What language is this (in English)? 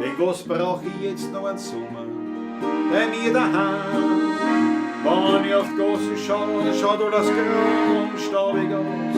Bavarian